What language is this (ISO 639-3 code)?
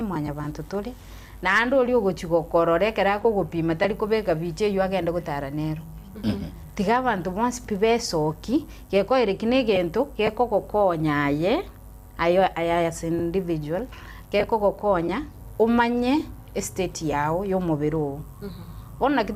guz